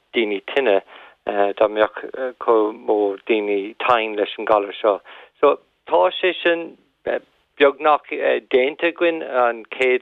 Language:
Irish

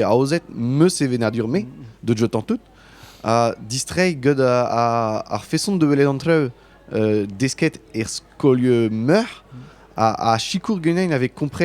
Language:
Breton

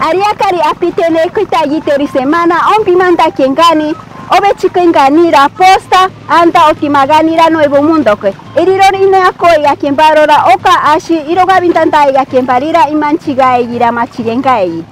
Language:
Machiguenga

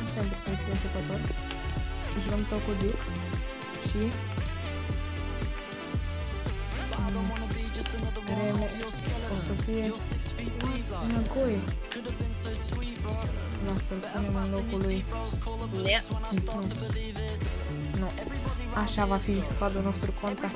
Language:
Romanian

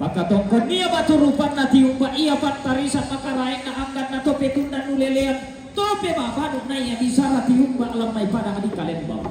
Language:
Toraja-Sa'dan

